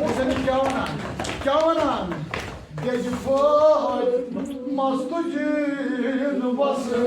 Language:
Kashmiri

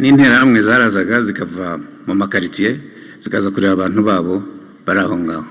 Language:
Kinyarwanda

